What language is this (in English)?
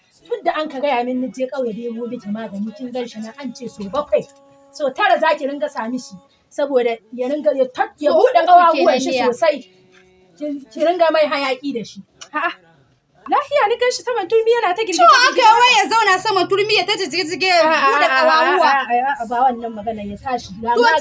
Hausa